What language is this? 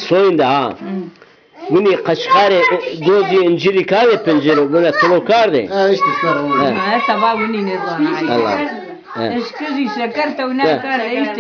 Zaza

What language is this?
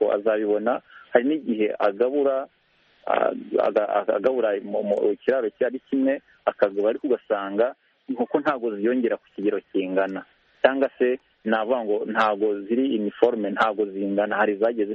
Kinyarwanda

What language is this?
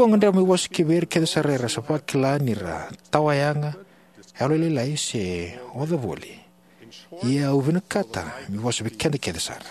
Fijian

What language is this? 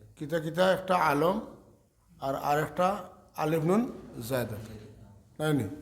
Sylheti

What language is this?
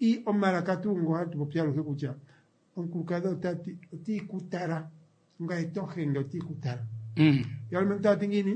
Kuanyama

